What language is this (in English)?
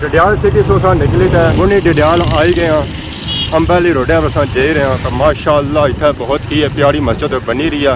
Pahari-Potwari